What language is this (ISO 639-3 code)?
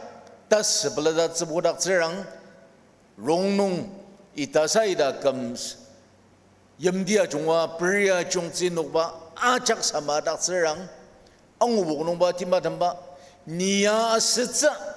njo